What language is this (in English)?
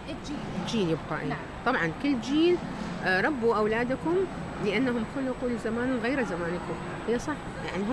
Mesopotamian Arabic